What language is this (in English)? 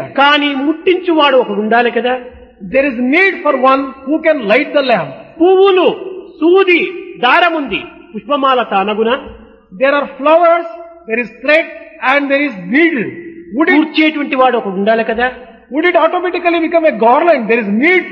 Telugu